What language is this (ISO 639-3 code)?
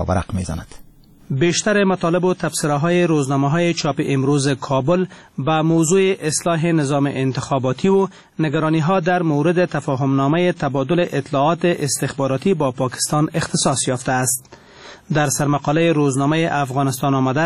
fas